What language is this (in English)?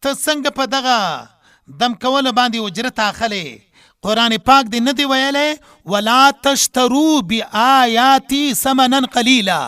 Pashto